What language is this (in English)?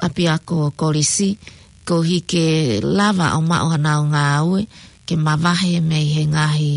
Tongan